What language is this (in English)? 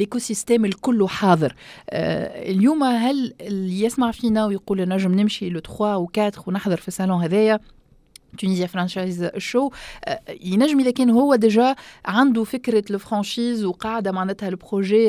Tunisian Arabic